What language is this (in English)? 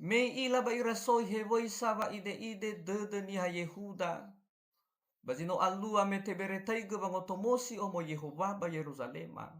Nias